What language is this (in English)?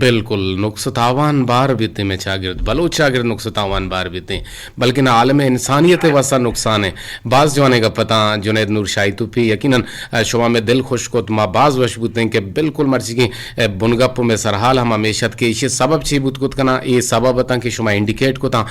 Eastern Balochi